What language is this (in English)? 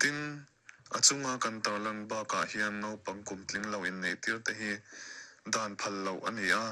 Mizo